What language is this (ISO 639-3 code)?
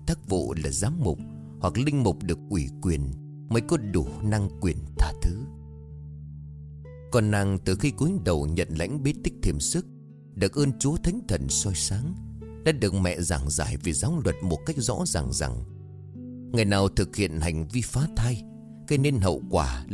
vie